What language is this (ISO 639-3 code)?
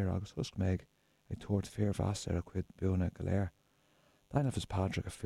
gle